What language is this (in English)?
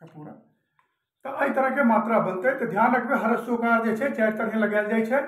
Maithili